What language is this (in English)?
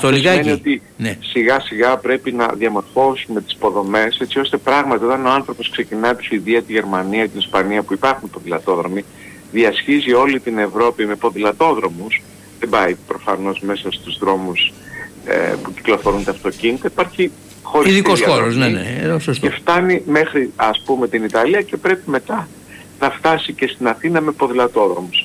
Greek